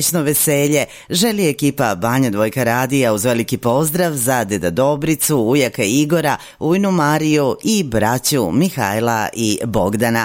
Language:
Serbian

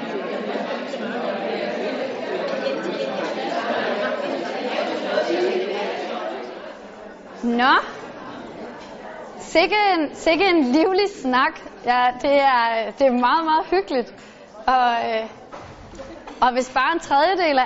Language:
Danish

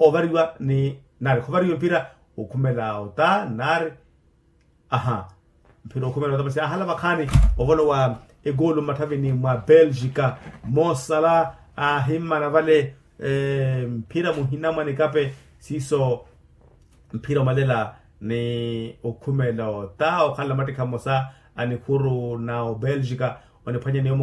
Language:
Makhuwa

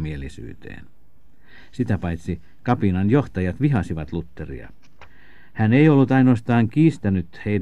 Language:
Finnish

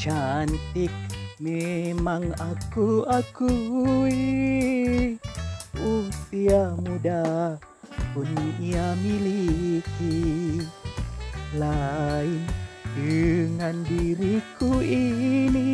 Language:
Buginese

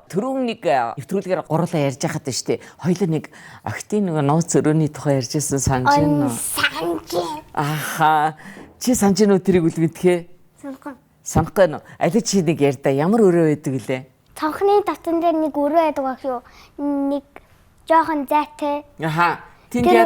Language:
Mongolian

